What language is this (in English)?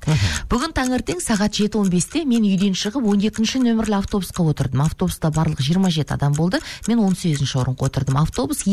Kazakh